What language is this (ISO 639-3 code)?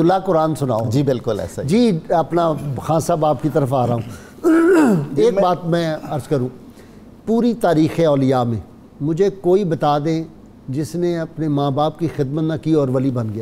urd